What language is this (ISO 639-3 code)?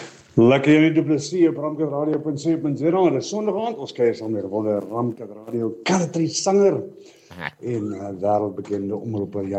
afr